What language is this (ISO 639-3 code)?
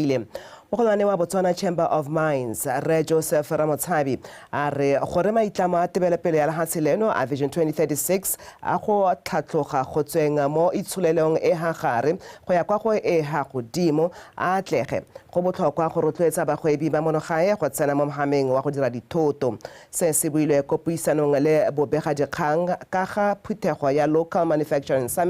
tsn